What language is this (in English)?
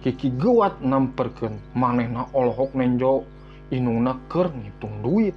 Sundanese